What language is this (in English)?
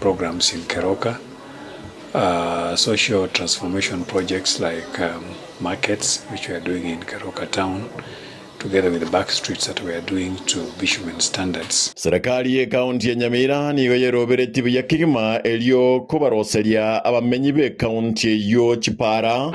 Gusii